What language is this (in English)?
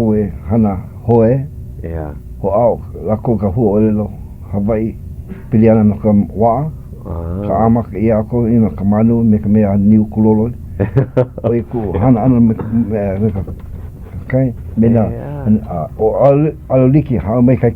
Hawaiian